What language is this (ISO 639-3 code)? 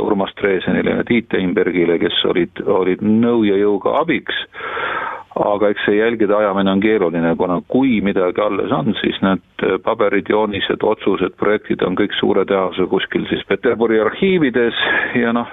est